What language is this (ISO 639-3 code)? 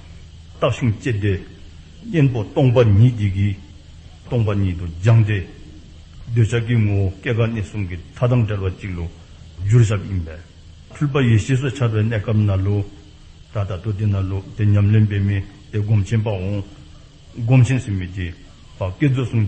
dzo